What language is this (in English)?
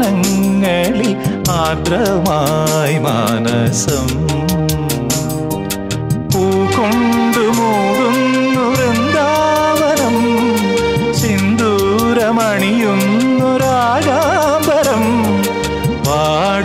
Malayalam